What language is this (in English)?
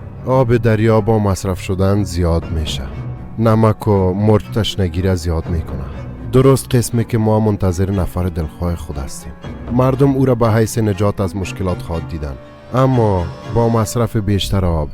Persian